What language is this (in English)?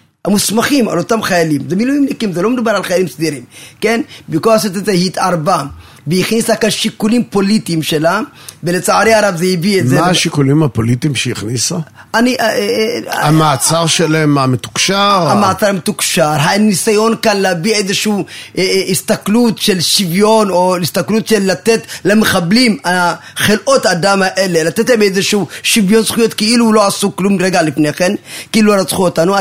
Hebrew